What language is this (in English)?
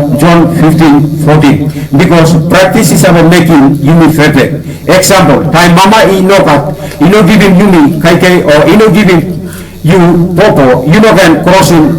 Tok Pisin